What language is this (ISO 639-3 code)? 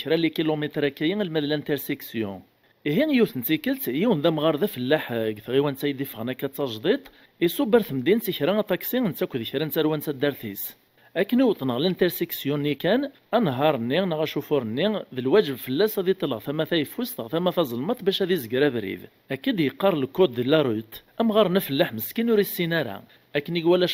kab